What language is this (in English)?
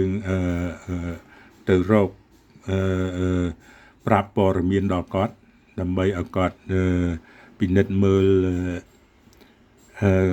Khmer